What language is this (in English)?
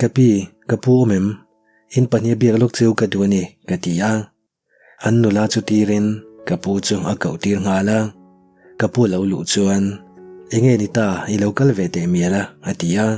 Mizo